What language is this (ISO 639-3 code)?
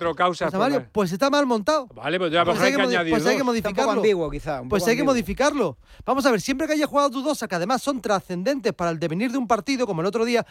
spa